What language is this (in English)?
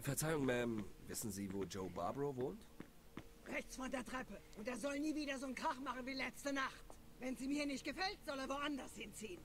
Swiss German